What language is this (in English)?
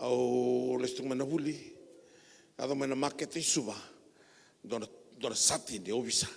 Fijian